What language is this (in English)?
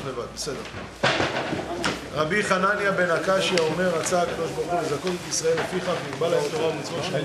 Hebrew